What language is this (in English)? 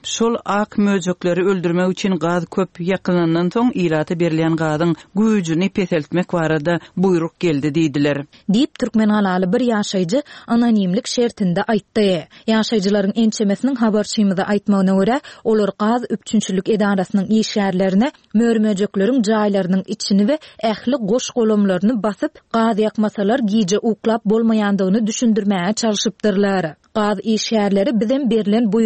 Turkmen